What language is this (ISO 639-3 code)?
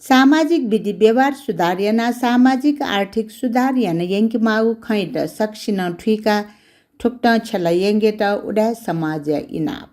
new